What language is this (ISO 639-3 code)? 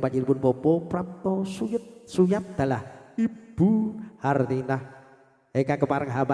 jav